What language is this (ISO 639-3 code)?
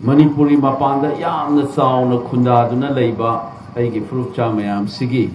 mni